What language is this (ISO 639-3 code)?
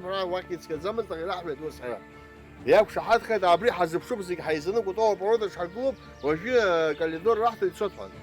abk